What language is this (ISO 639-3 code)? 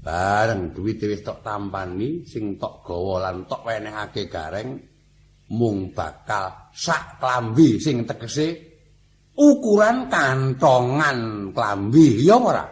jav